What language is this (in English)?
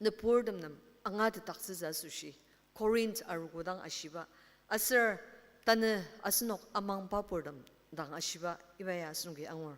Ao Naga